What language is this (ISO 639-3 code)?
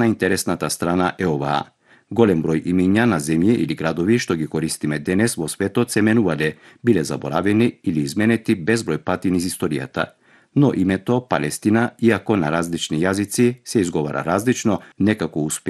mkd